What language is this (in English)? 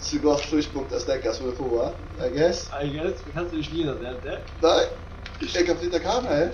Faroese